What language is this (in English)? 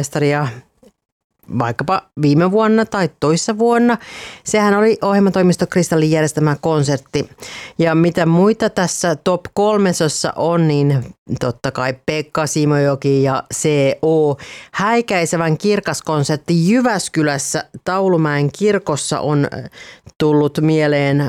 Finnish